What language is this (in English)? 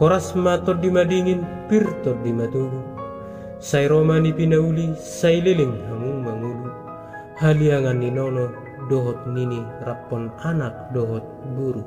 Batak Toba